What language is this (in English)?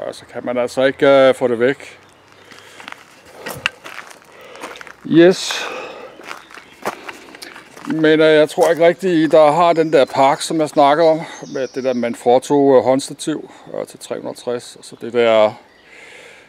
Danish